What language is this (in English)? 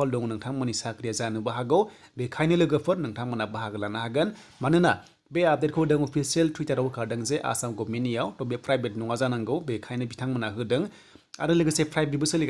Bodo